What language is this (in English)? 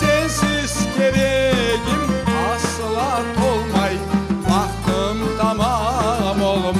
Crimean Tatar